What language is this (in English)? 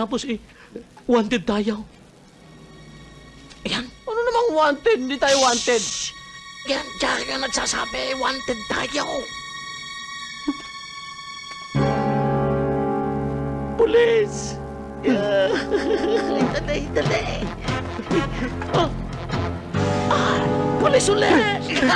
Filipino